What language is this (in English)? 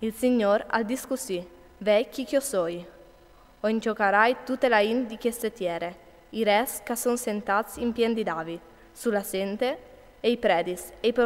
Friulian